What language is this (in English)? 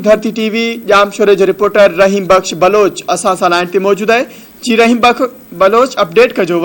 Sindhi